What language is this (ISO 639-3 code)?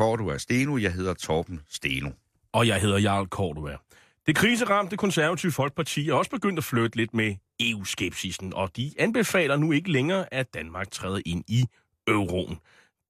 dan